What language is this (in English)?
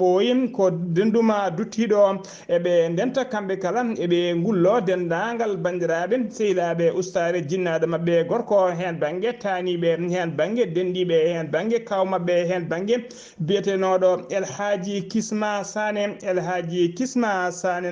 Fula